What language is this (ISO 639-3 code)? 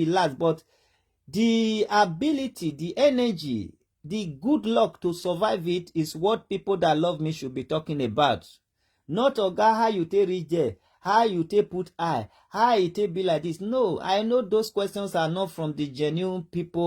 pcm